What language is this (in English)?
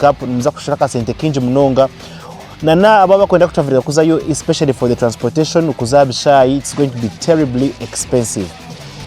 Nyankole